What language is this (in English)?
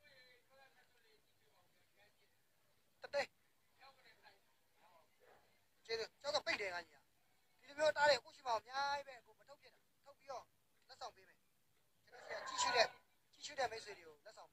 Burmese